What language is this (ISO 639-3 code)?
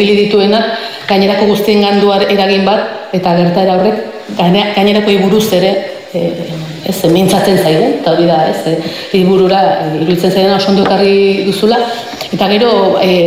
eus